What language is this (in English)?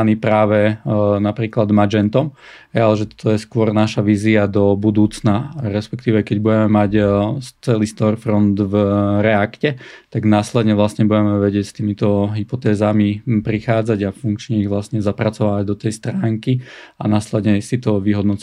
Slovak